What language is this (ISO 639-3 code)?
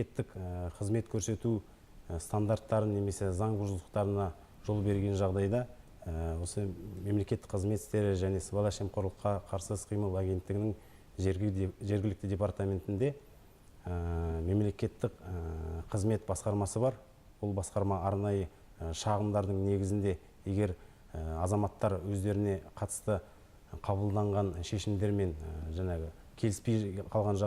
kaz